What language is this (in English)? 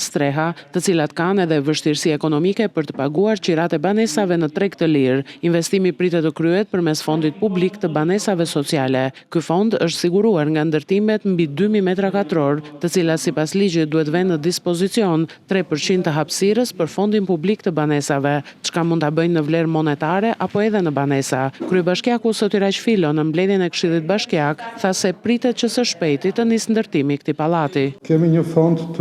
Albanian